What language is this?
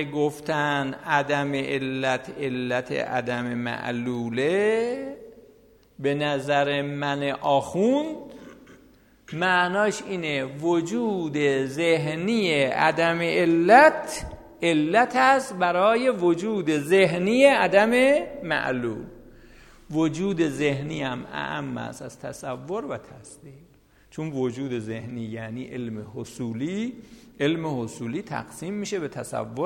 Persian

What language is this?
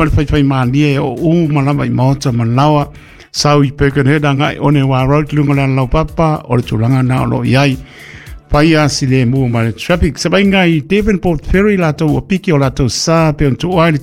Samoan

